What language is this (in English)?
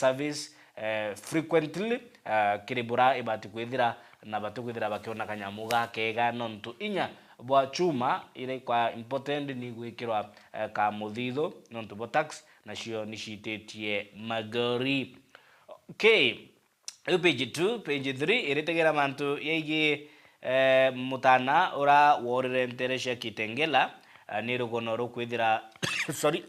Meru